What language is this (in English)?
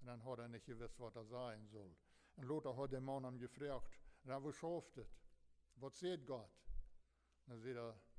Plautdietsch